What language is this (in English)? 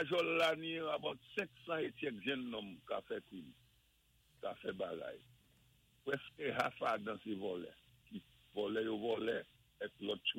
Saint Lucian Creole French